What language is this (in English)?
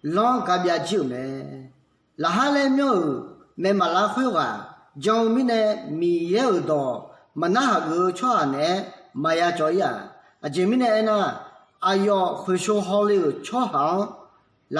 Akha